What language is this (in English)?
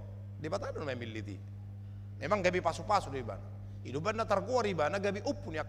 Batak Toba